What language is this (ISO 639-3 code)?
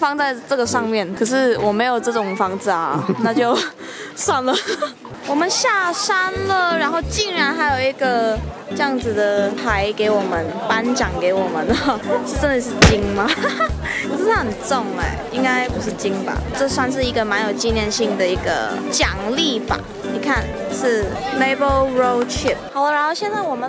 zho